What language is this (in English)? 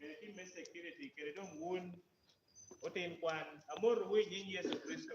Lango (Uganda)